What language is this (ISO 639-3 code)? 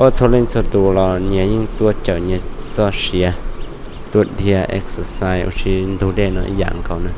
hmn